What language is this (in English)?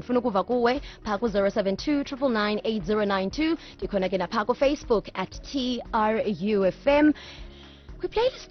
Xhosa